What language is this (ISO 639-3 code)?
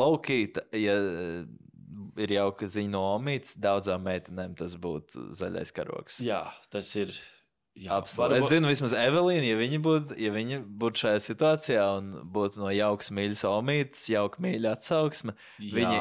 lav